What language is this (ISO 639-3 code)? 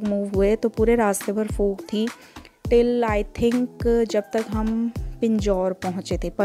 hin